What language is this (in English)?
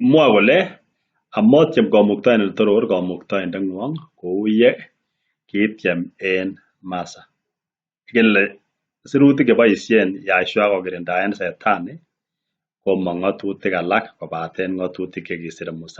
Kalenjin